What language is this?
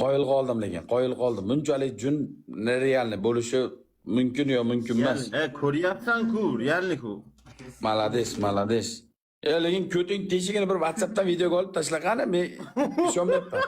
Uzbek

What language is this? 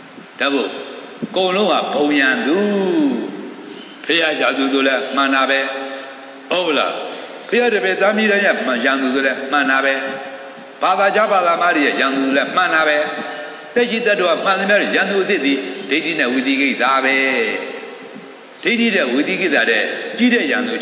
Burmese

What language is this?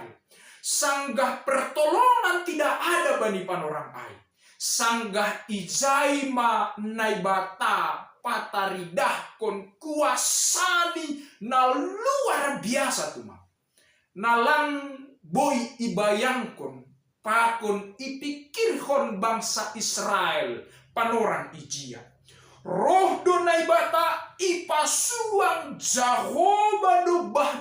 Batak Simalungun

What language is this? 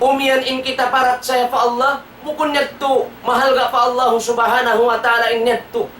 Tausug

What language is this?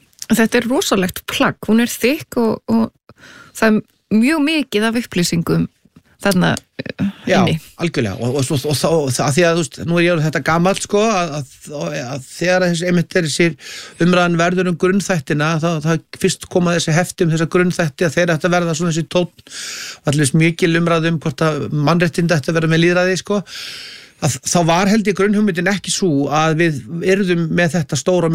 Icelandic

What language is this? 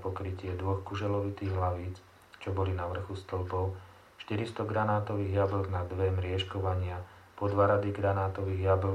Slovak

